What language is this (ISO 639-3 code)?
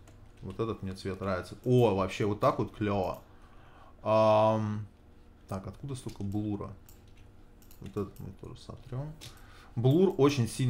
rus